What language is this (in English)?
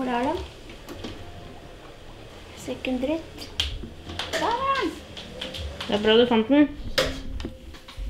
Norwegian